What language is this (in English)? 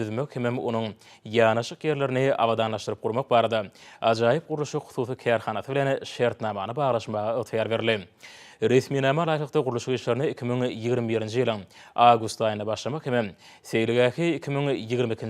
Turkmen